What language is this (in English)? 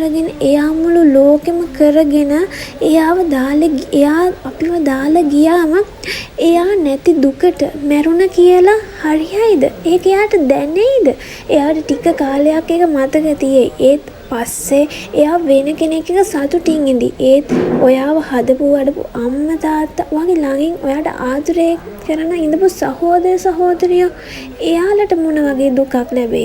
Sinhala